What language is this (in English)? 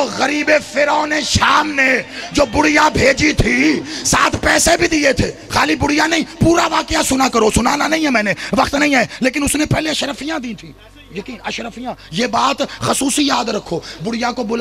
Urdu